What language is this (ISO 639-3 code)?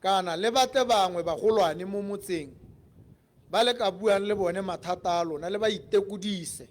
tsn